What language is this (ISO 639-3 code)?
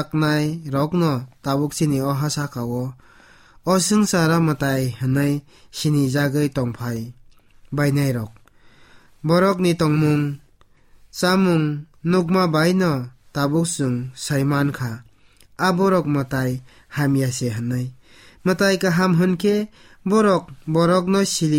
trp